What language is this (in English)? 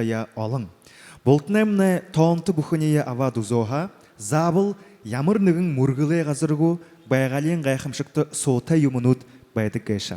Buriat